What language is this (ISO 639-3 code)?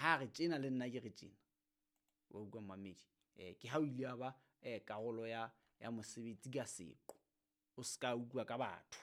sot